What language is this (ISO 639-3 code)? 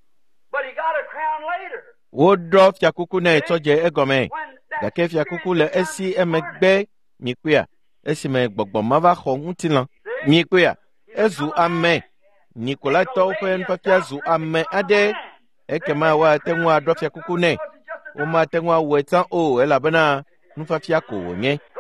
ewe